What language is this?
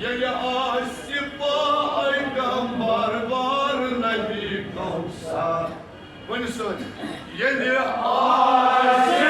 Kashmiri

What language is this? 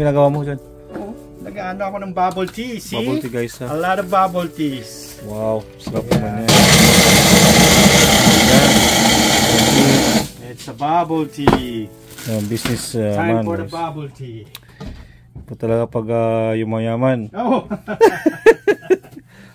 Filipino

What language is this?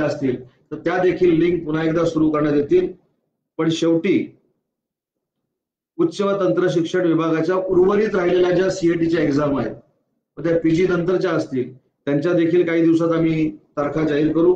Marathi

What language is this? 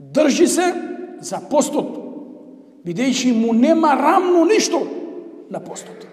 Macedonian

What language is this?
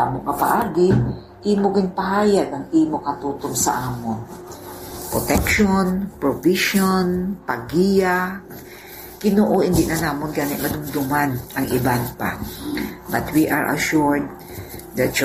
Hiligaynon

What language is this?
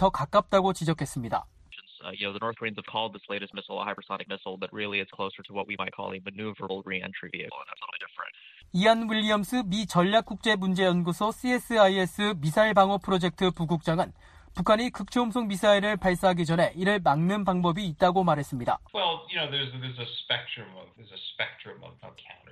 Korean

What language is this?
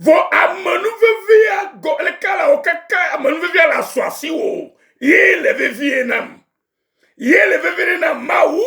Ewe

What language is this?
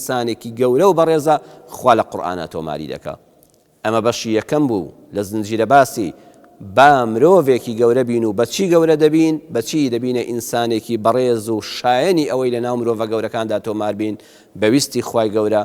Central Kurdish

